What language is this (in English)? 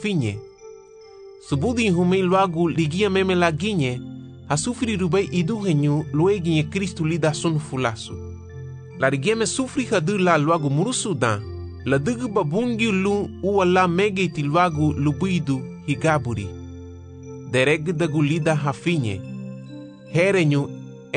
Garifuna